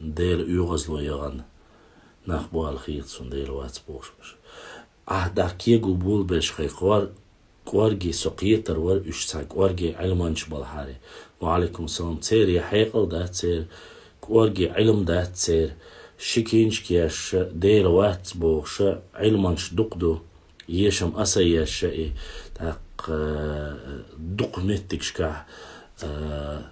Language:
Chechen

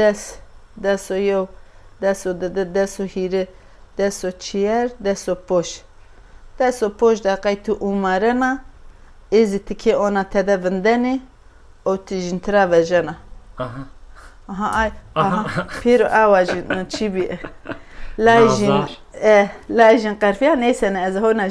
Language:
Zaza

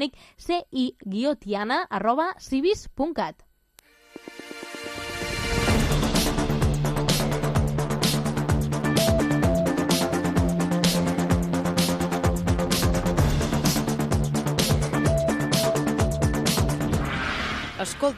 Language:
Catalan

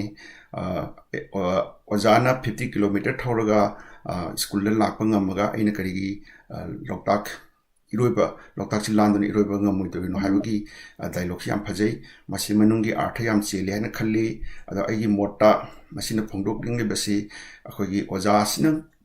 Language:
Manipuri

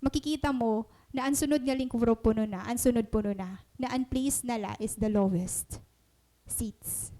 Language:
Waray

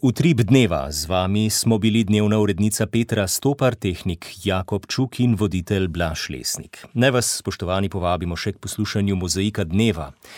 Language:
Slovenian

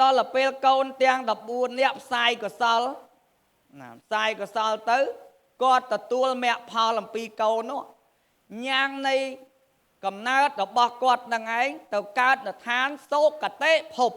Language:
Khmer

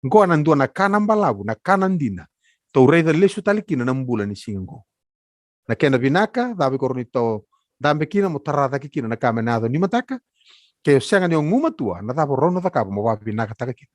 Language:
Fijian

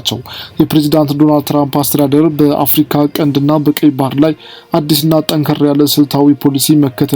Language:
Amharic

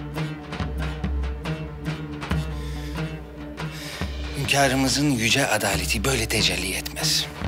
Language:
Turkish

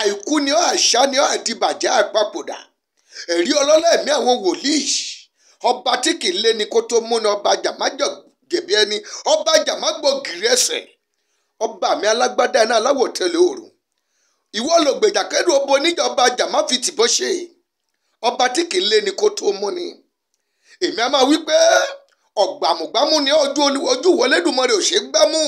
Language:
Yoruba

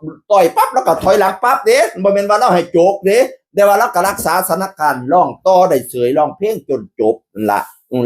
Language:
Northeastern Thai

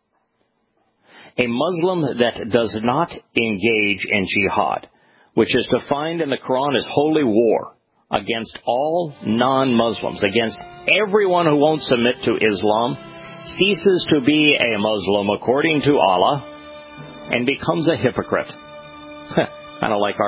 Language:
English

